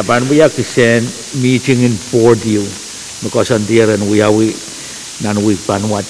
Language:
Pohnpeian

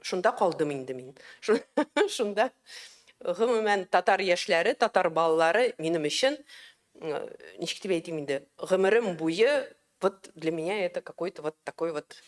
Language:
Tatar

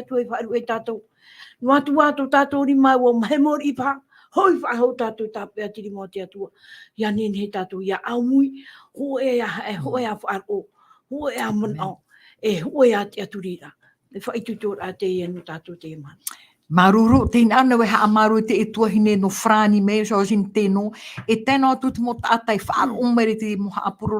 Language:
Tahitian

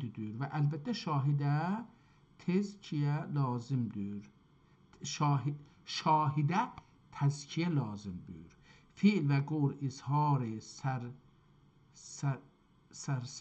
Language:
South Azerbaijani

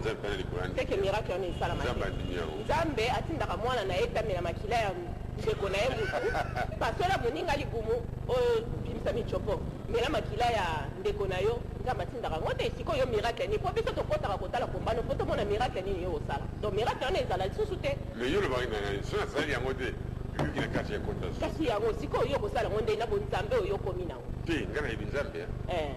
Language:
Lingala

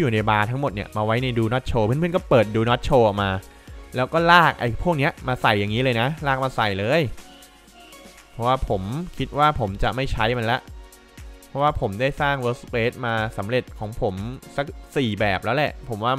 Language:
Thai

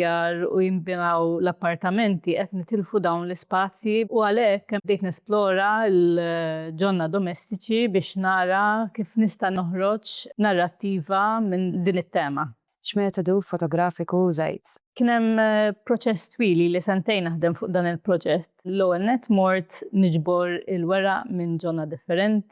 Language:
Maltese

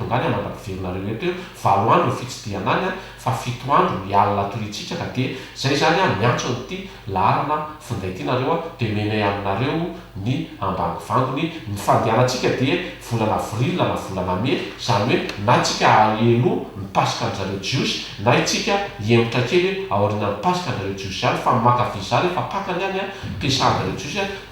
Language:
Malagasy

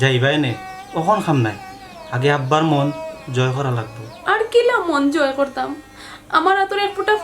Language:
Sylheti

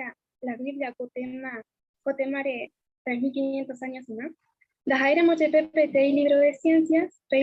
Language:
Guarani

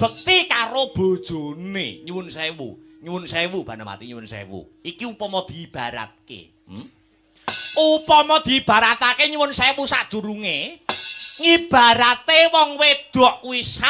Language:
Javanese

